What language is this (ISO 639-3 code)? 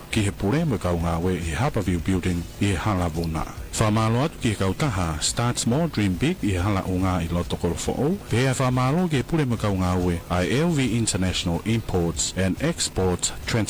ton